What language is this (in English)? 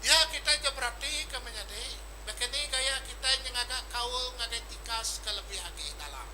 Iban